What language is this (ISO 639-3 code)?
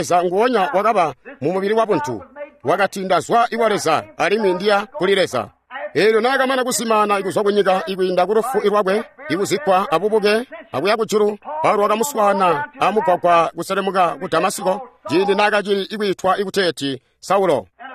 toi